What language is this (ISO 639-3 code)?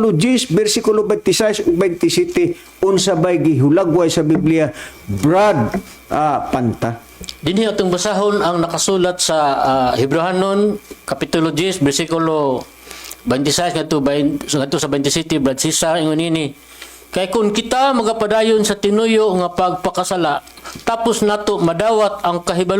ceb